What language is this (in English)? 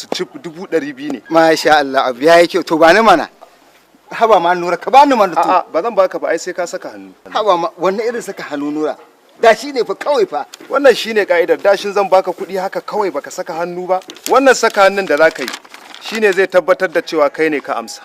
Hausa